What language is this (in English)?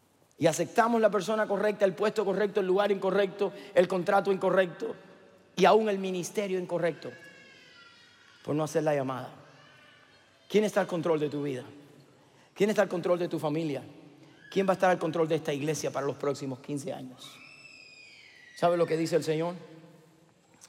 Spanish